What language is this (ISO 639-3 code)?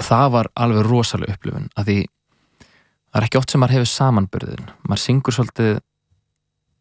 isl